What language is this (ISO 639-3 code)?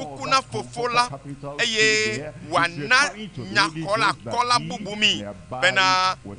ewe